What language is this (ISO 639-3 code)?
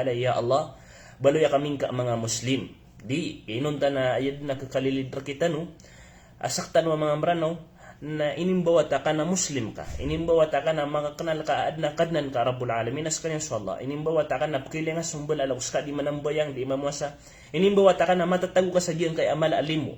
mrw